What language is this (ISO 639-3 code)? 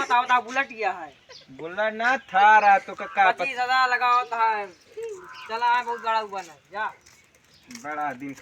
awa